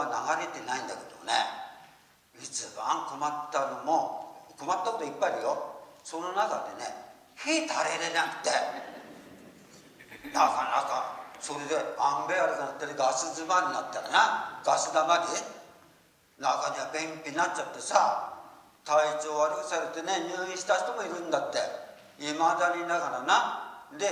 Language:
Japanese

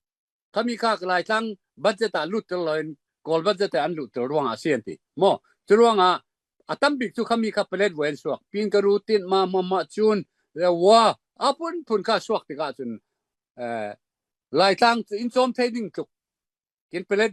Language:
Falam Chin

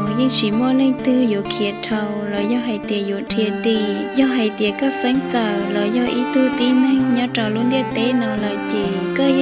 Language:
Hmong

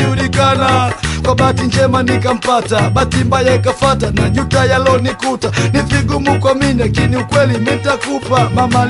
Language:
Swahili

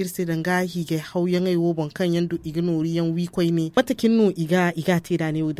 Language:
Zarma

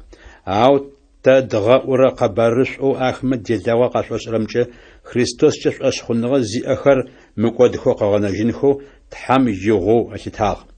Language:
Adyghe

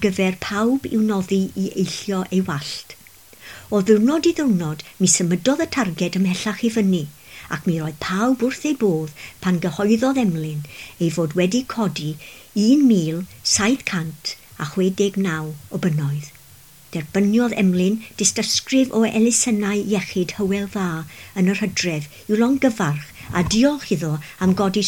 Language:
Welsh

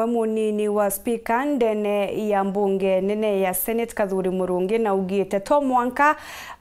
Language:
Meru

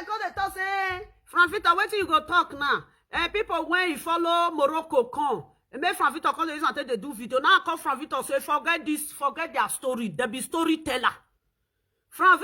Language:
Nigerian Pidgin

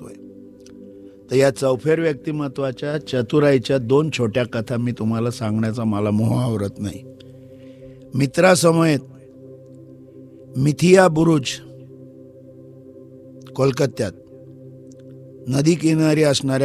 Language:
Marathi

